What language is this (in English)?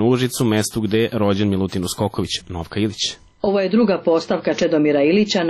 Serbian